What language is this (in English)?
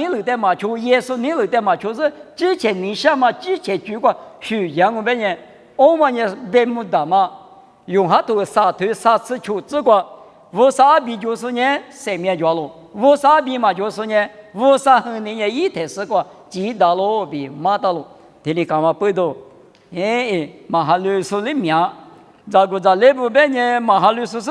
Lisu